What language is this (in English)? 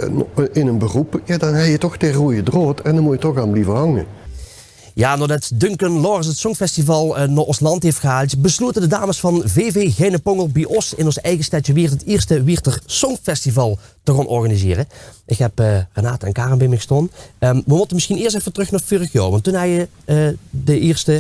Limburgish